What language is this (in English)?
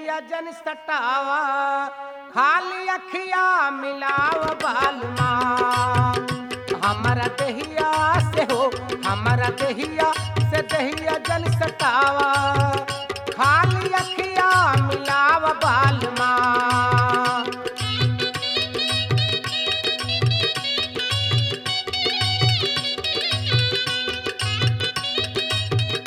Bhojpuri